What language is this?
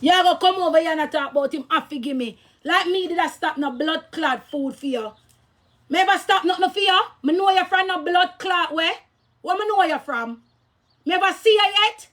Jamaican Creole English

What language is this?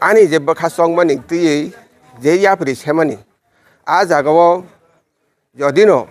Kok Borok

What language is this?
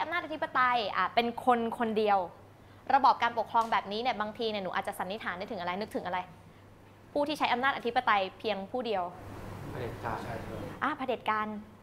Thai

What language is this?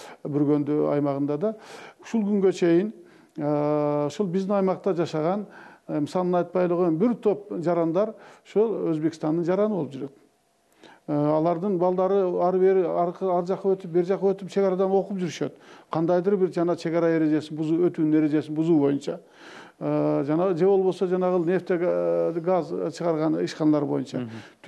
Kyrgyz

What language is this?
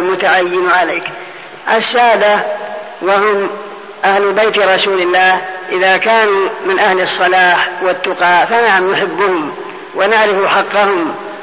Arabic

